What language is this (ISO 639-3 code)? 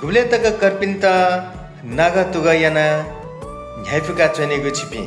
new